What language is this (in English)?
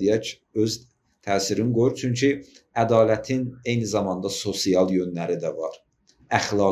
Azerbaijani